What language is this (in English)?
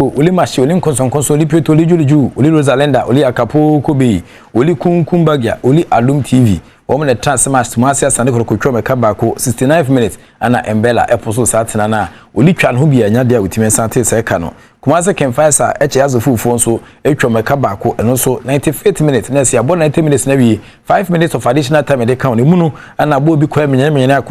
Akan